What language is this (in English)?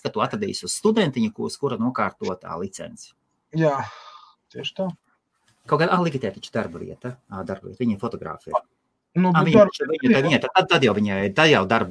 Latvian